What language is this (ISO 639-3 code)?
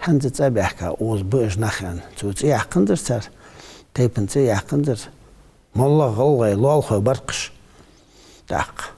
inh